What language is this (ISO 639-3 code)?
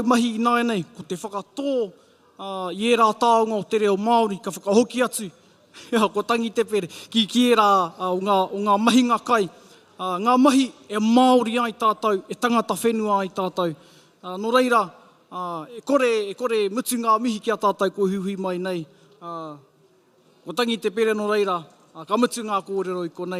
mri